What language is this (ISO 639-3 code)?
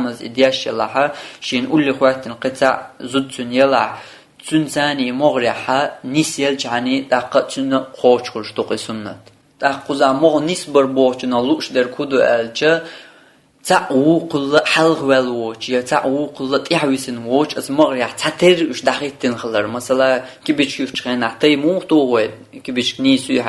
che